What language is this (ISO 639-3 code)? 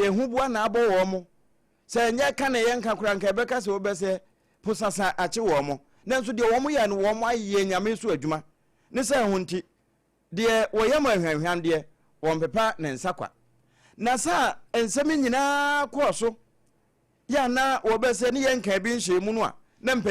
aka